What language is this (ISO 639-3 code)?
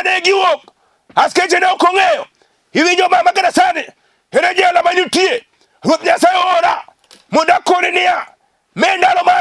luo